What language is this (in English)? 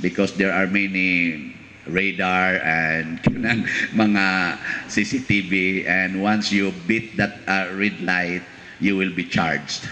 Cebuano